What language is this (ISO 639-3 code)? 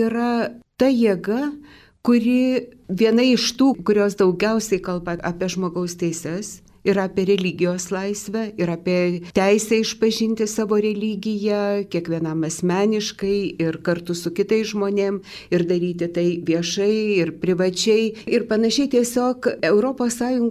lit